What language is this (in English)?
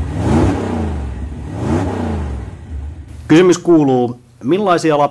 Finnish